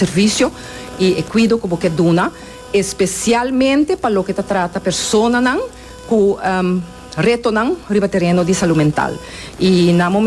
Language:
Papiamento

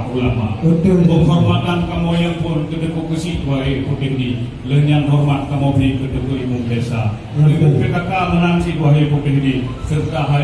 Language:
Achinese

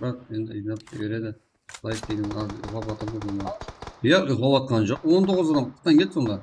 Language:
Kara-Kalpak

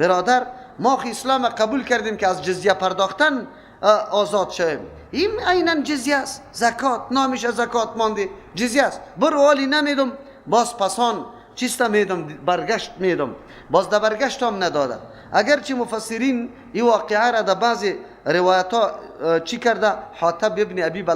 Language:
Persian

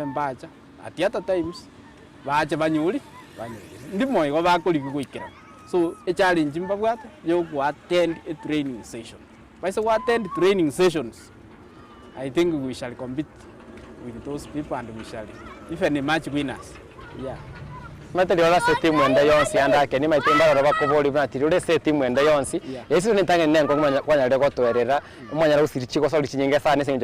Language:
Gusii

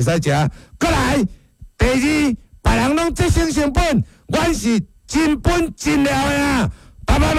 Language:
Min Nan Chinese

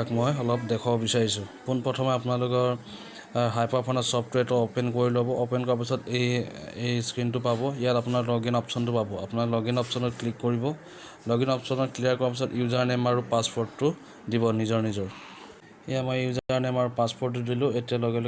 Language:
Assamese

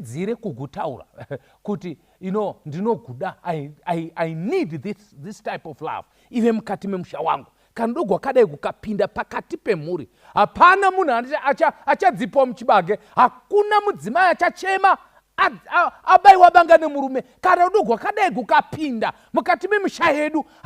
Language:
Shona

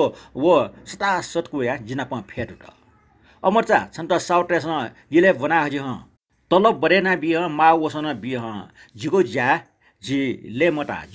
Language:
Newari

